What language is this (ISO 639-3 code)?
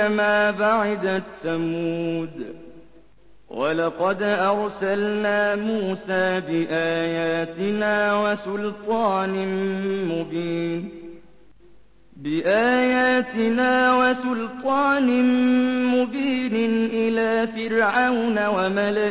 ara